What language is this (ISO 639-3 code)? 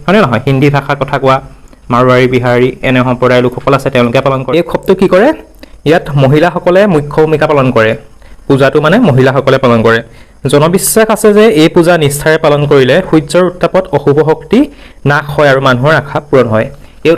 asm